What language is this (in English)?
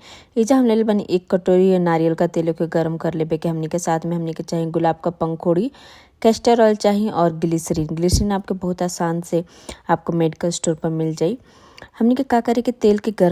Bhojpuri